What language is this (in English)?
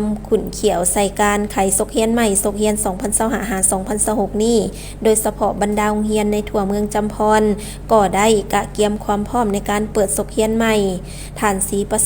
Lao